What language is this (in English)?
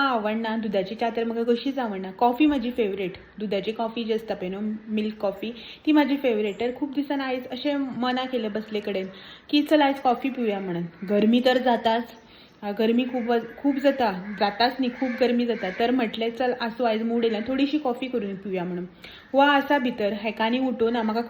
Konkani